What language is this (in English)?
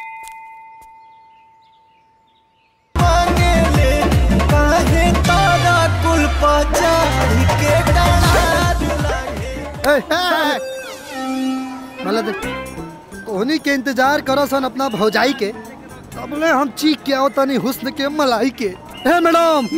Bhojpuri